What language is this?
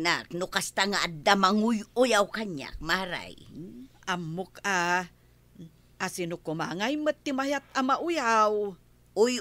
Iloko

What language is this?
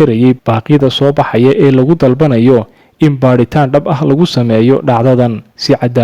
Somali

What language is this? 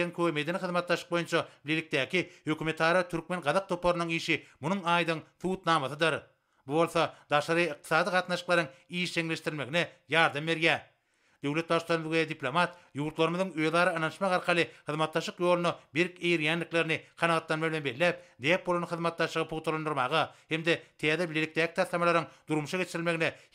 Turkmen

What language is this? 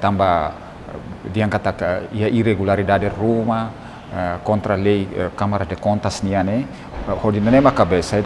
Tetum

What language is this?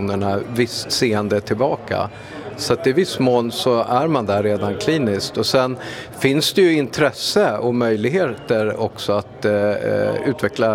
Swedish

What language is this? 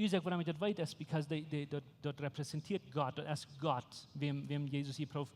Plautdietsch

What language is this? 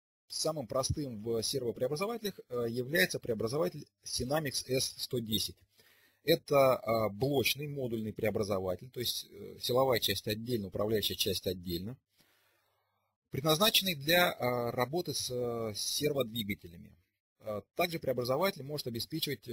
Russian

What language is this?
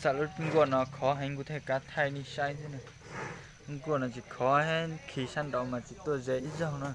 Hmong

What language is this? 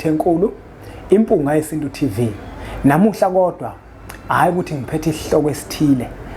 Zulu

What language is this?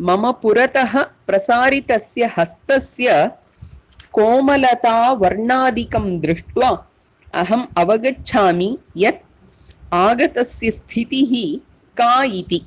Sanskrit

